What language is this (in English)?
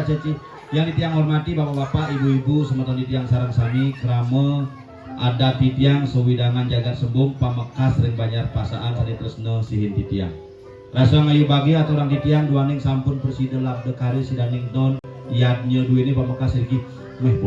Balinese